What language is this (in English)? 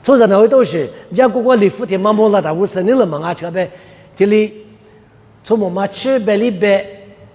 Lisu